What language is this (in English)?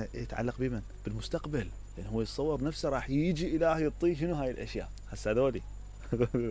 Mesopotamian Arabic